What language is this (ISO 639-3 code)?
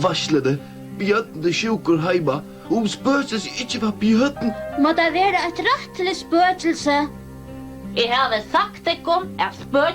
fao